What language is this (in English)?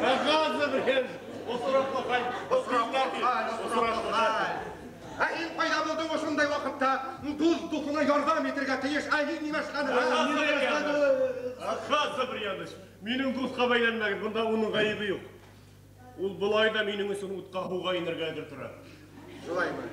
Bashkir